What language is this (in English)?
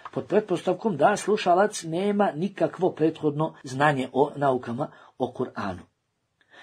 Bosnian